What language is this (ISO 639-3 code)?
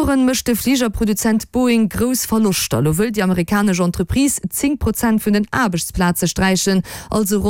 ltz